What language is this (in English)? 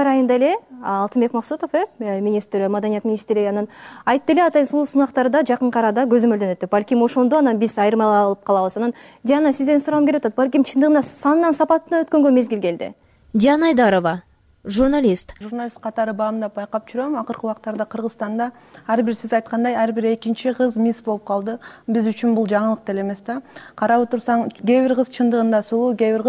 Kyrgyz